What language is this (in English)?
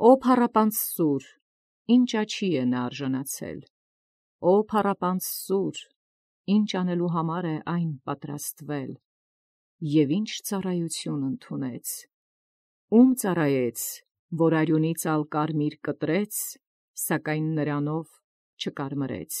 Armenian